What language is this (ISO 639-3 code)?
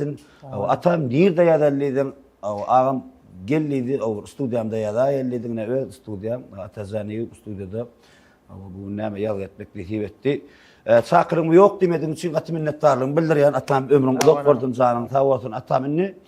tuk